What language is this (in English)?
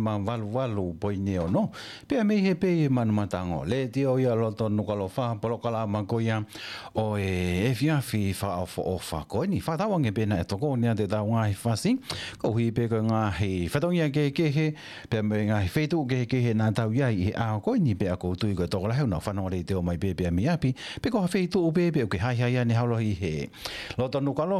Tongan